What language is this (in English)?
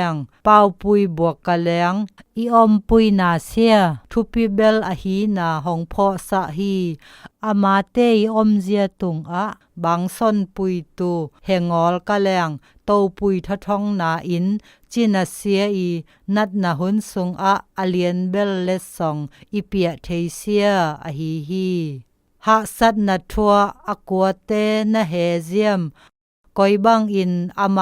Zou